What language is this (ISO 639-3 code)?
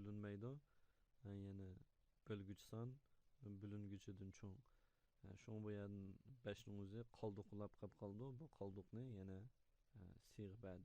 uig